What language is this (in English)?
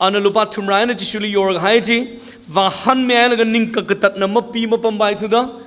Tangkhul Naga (India)